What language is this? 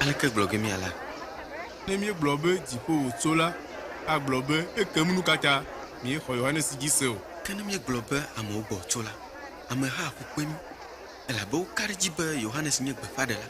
Ewe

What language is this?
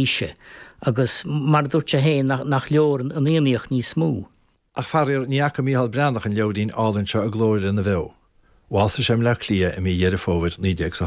Irish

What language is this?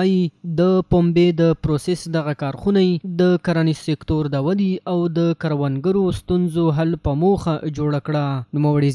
Pashto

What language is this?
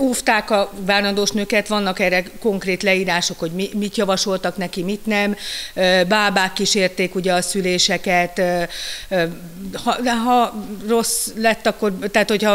Hungarian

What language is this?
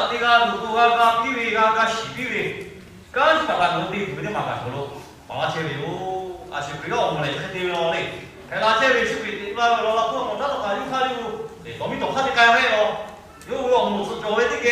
Lahu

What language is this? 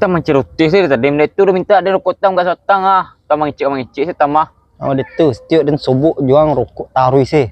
Minangkabau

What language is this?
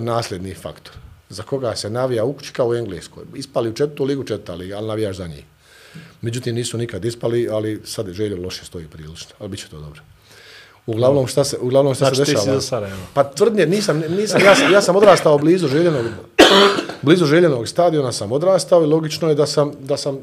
Bosnian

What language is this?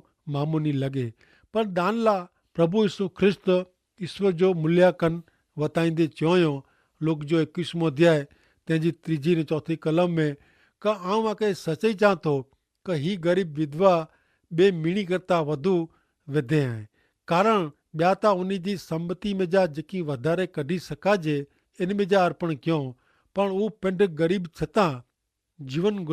Kachhi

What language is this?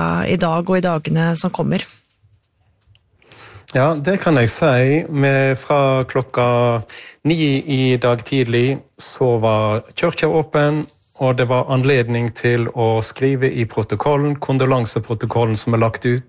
Norwegian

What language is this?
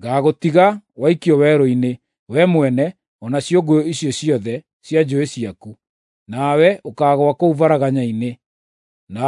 Kikuyu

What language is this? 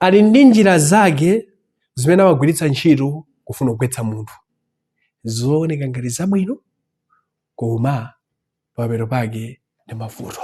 Nyanja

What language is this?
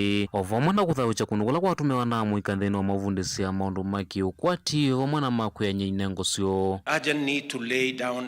Kamba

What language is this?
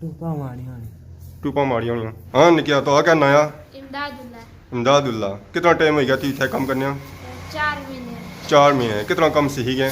Pahari-Potwari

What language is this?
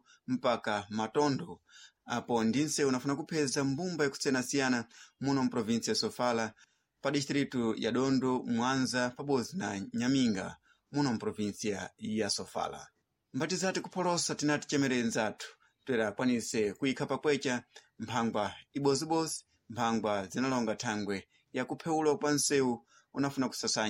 Sena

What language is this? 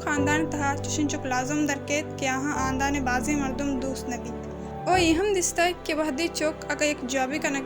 Baluchi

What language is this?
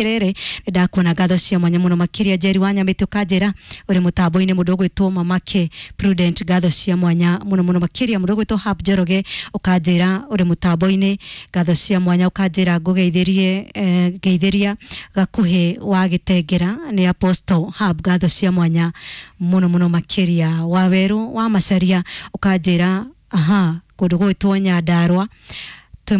Kikuyu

